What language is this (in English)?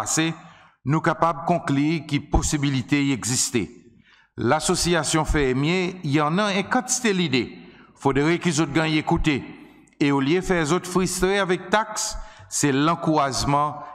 Seselwa Creole French